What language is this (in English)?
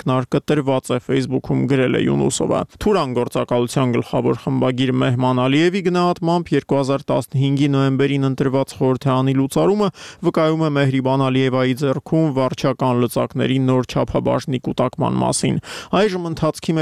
Armenian